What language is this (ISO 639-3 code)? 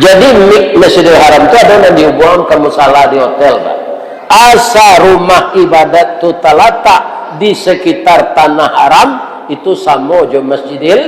min